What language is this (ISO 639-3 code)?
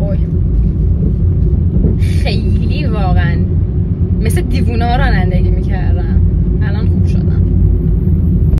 fas